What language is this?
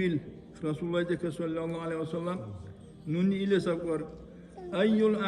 Dargwa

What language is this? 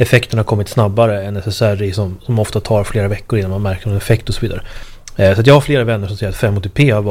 Swedish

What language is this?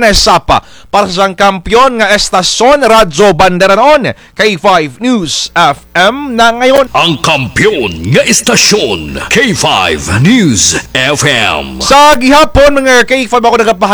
Kinaray-a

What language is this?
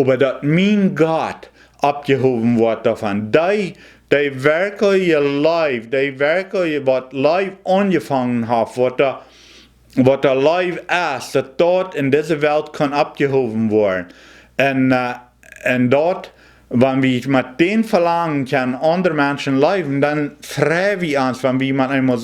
Plautdietsch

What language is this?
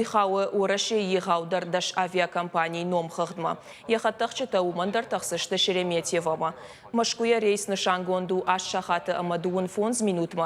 Ossetic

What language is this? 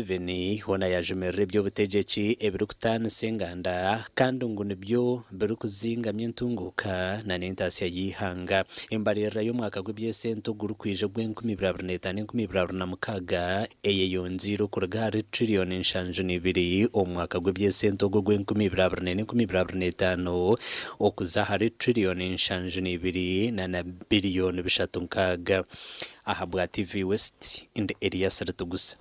Nyankole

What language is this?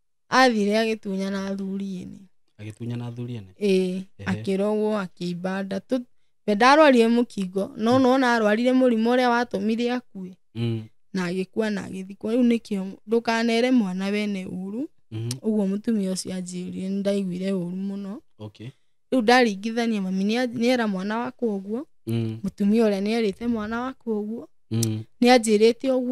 Kikuyu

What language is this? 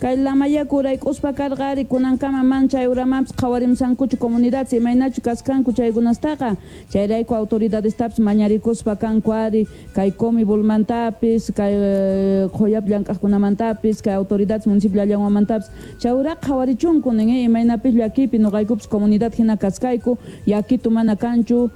South Bolivian Quechua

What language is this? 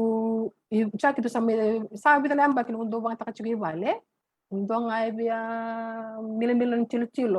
Fijian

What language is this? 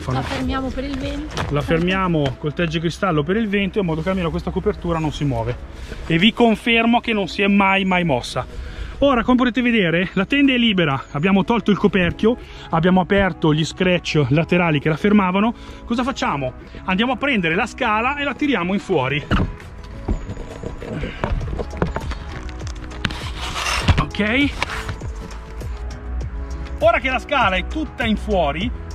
Italian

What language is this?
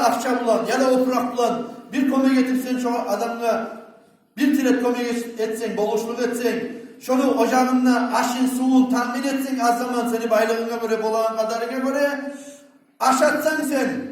Kumyk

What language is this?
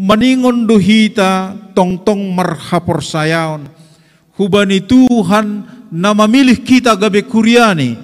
Batak Simalungun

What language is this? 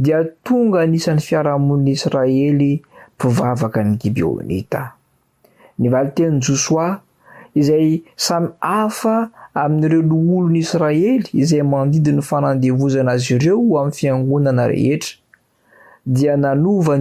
Malagasy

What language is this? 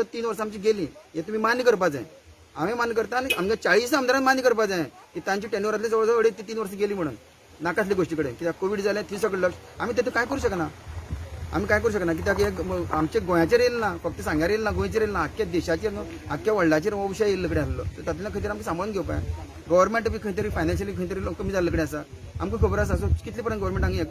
Konkani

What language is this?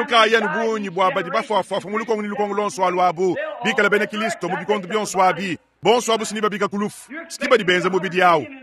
Luba-Lulua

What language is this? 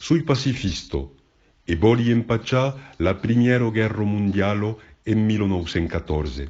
Occitan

